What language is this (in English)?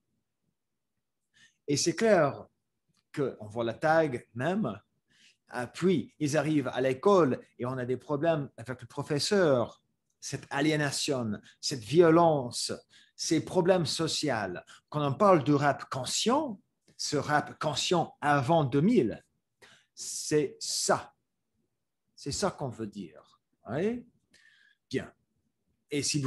French